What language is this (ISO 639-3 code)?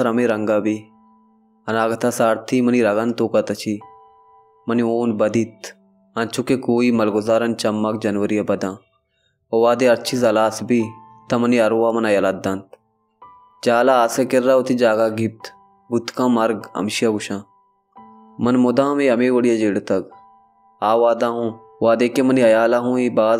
bal